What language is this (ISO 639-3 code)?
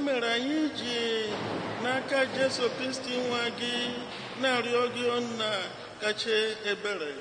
ibo